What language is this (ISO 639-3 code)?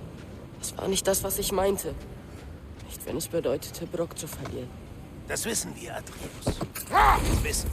bar